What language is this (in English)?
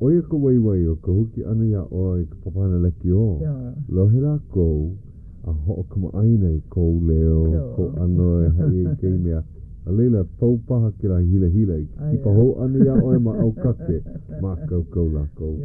Hawaiian